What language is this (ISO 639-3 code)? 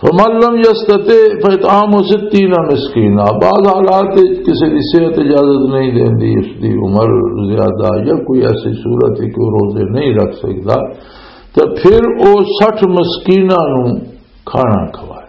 lah